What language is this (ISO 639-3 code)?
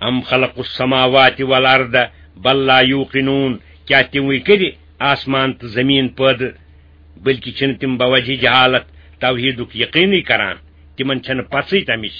kas